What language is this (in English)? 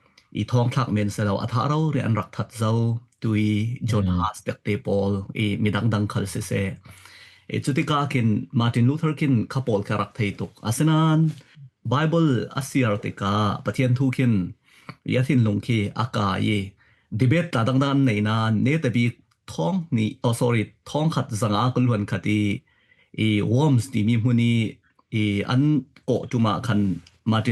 Falam Chin